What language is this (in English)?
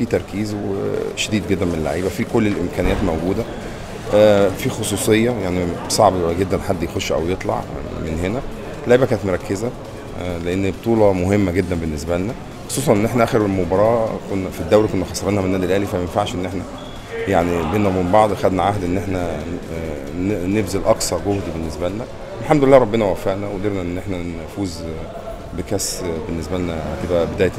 Egyptian Arabic